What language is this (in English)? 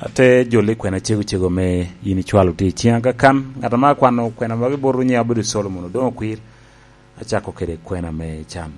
Lango (Uganda)